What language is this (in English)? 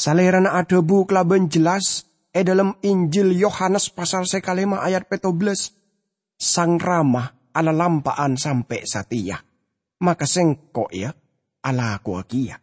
Madurese